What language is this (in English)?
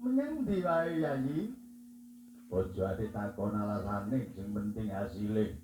Javanese